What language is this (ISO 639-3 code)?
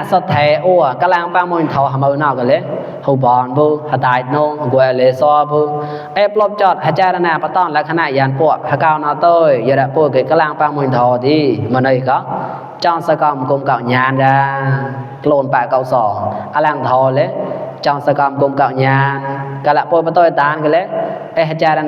mnw